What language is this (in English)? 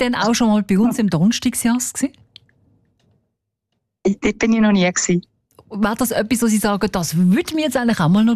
German